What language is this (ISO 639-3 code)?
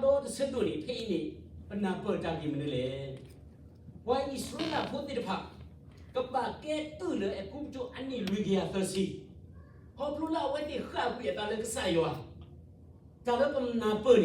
ksw